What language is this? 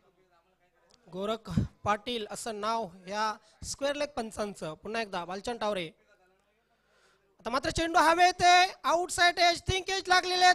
Marathi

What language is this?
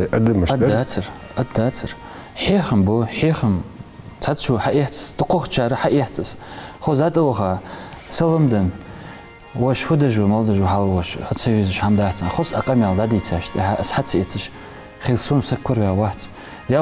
Ingush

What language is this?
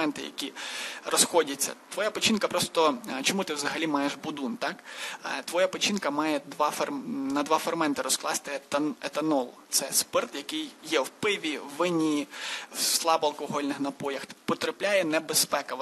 Ukrainian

